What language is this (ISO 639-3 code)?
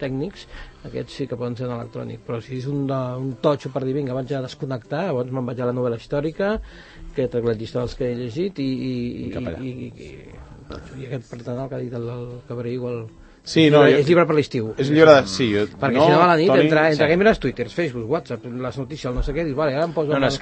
cat